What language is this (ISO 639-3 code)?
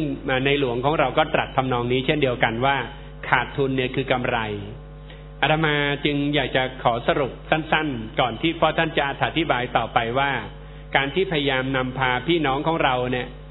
tha